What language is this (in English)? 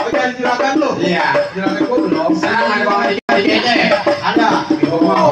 Betawi